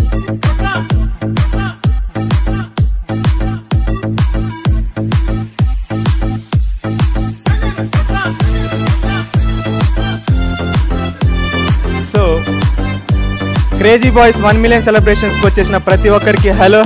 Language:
Telugu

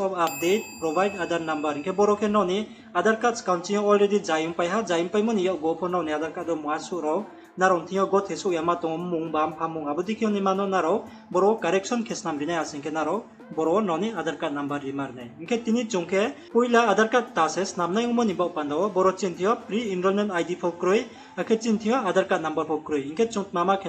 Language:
Riang (India)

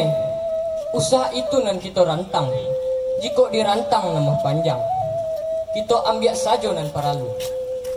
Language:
Minangkabau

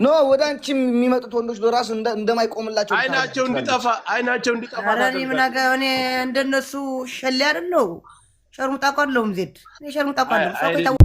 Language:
Amharic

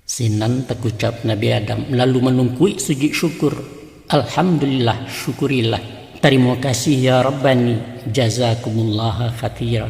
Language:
Minangkabau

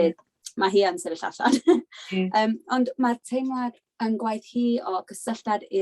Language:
Welsh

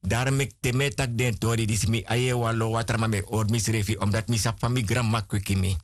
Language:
Sranan Tongo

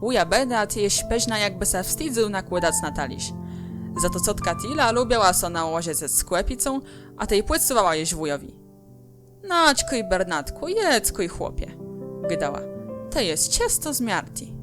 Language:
Kashubian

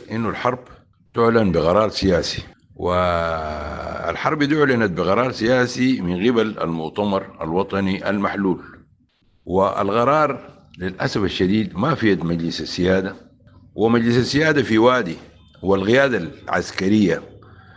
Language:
Sudanese Arabic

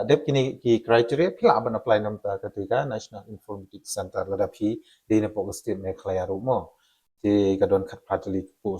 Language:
Khasi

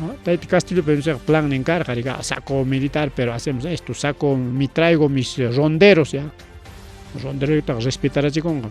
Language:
Ayacucho Quechua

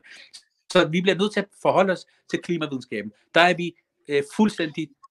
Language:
Danish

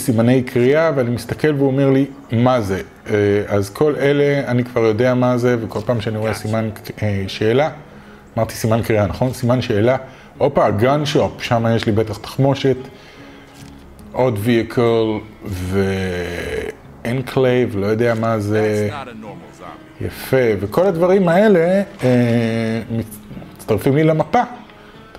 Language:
Hebrew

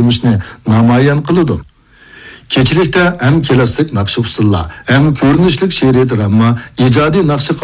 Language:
Uyghur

